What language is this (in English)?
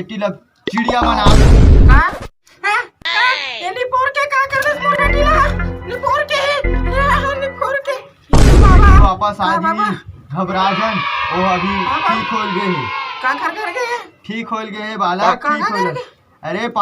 Chhattisgarhi